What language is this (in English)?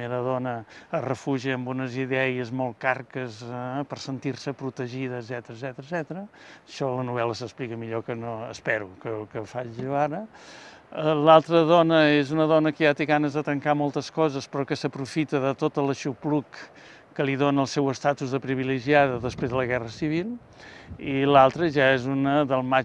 Catalan